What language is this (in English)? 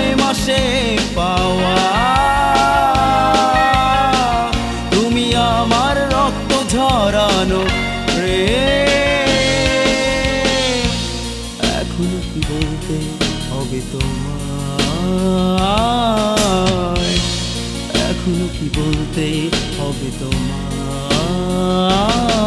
Bangla